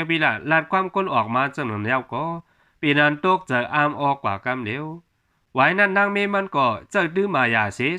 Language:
Shan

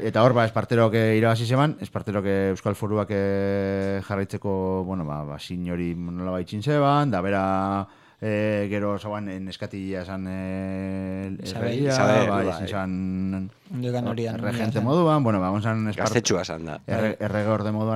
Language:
Basque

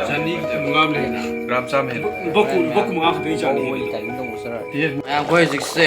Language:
Manipuri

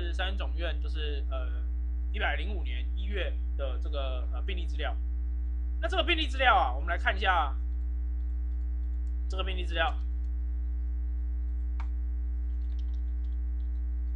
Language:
Chinese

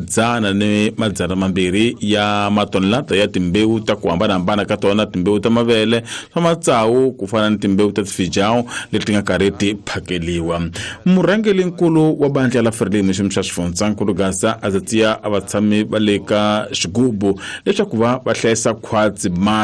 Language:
Tsonga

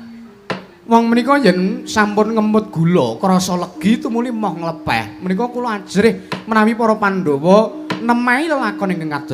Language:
Javanese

